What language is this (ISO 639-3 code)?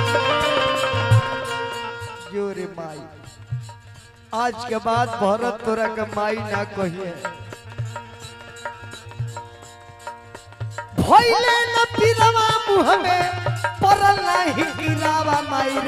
bho